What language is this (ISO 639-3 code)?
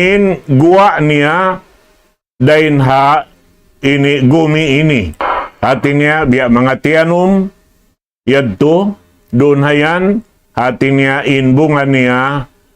tsg